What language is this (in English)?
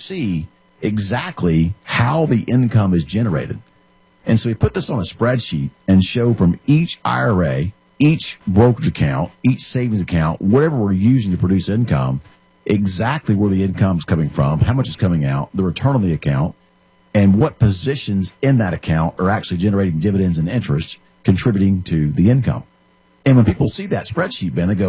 English